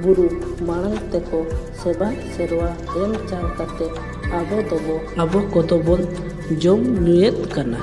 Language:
Santali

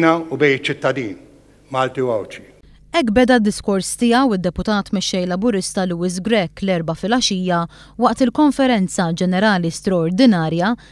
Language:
Maltese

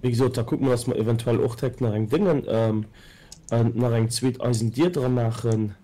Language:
Luxembourgish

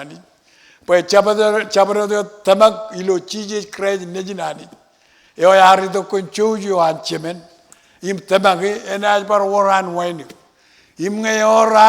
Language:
Marshallese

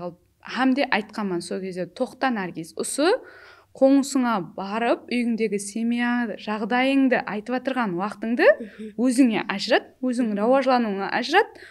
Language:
Kara-Kalpak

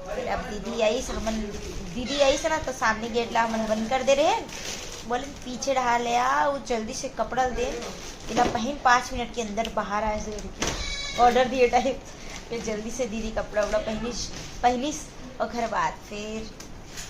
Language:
Chhattisgarhi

